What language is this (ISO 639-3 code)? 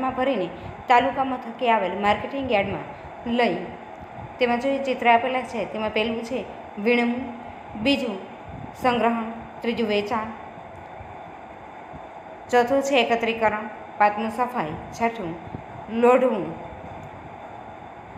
guj